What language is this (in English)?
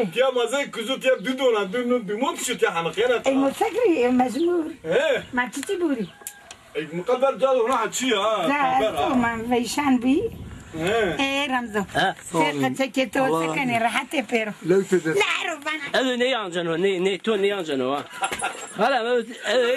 Zaza